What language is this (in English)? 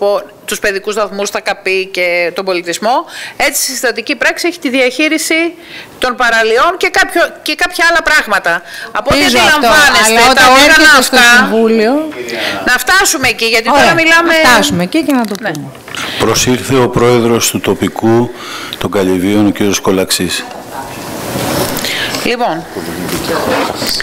Greek